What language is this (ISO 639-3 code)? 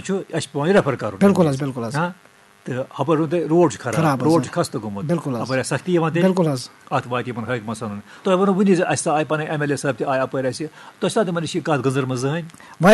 kas